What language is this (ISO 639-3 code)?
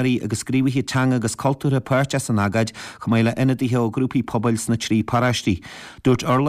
gle